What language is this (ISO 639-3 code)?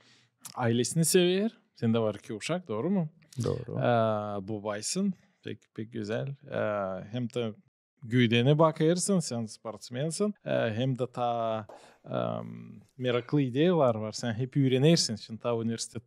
gag